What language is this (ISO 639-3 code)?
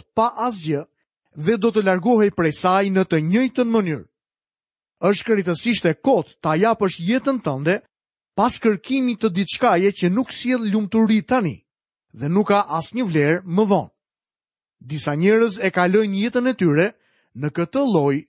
sqi